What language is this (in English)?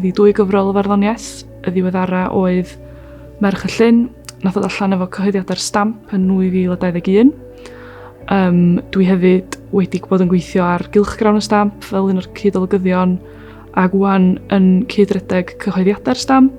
Welsh